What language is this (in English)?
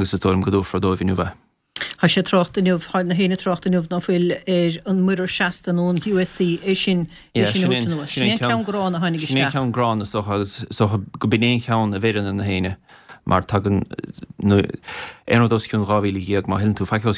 Irish